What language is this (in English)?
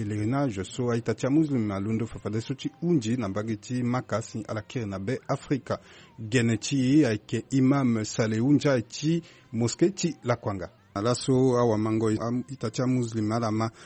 Sango